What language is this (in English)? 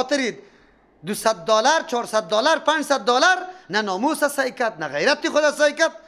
Persian